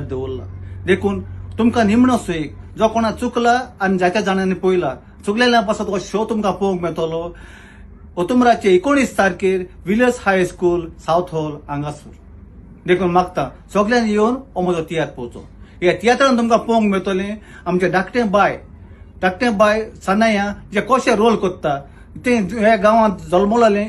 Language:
Konkani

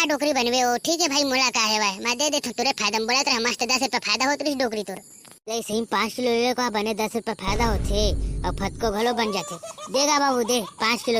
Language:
Chhattisgarhi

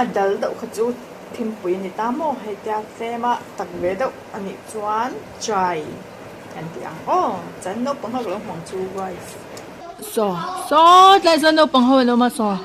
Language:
Mizo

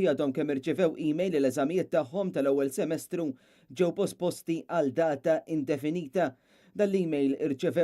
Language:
Maltese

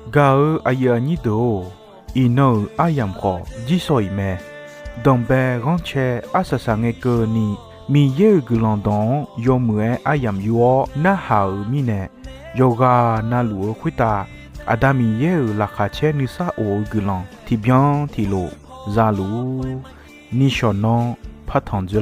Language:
Akha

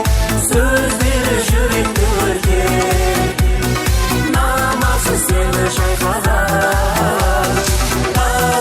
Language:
Kara-Kalpak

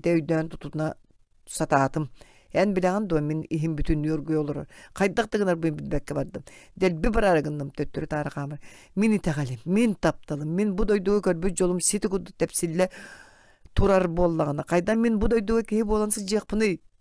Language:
Yakut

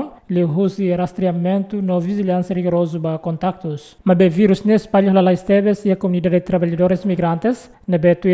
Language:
Tetum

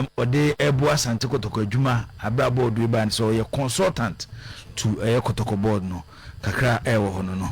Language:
Akan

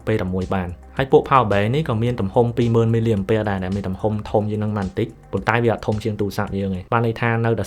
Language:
Khmer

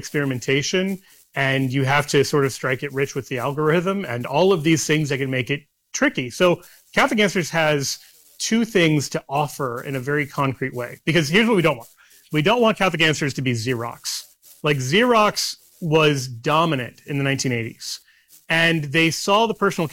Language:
English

